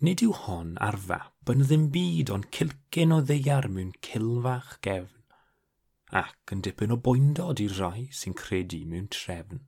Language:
Welsh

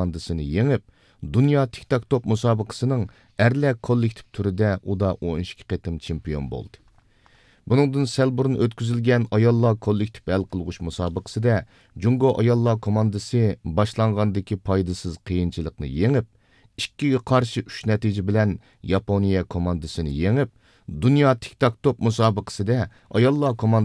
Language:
Uyghur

